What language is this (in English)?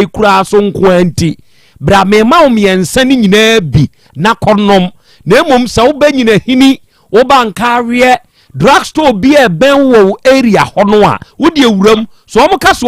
Akan